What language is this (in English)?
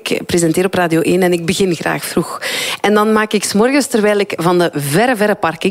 Dutch